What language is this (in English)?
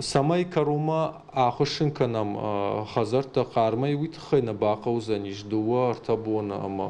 Ossetic